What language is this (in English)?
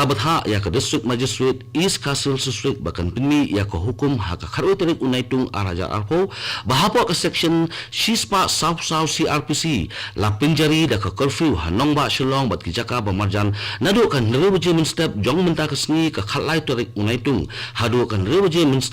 Khasi